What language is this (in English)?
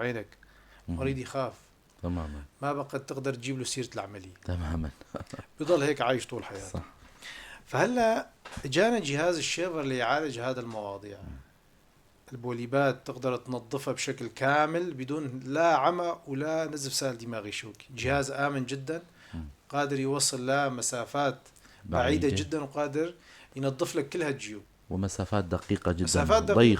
North Levantine Arabic